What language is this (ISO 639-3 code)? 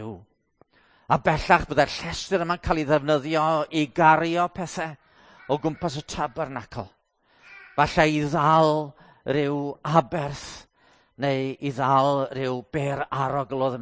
cym